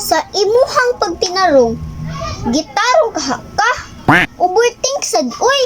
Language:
Cebuano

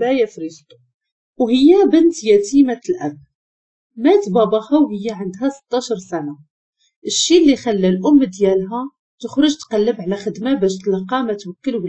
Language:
Moroccan Arabic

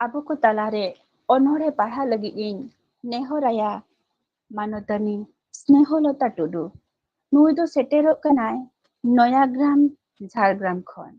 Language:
Santali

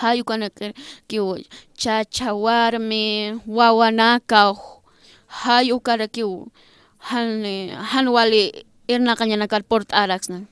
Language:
Aymara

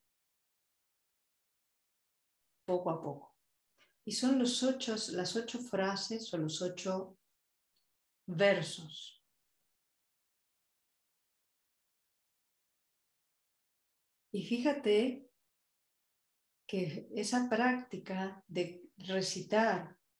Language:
Spanish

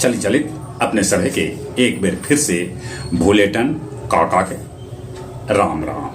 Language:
Magahi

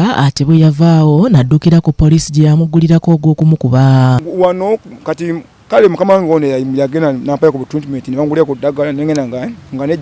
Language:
Ganda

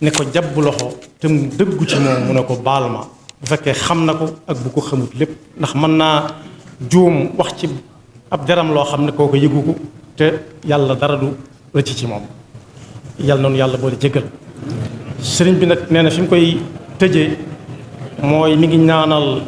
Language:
Wolof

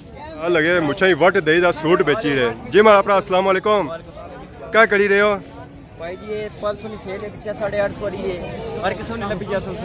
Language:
Pahari-Potwari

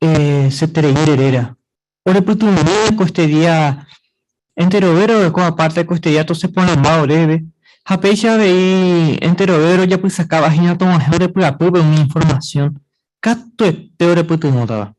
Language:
Guarani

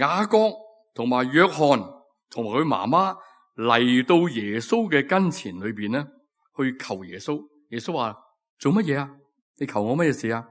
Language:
Cantonese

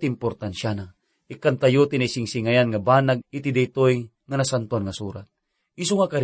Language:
Iloko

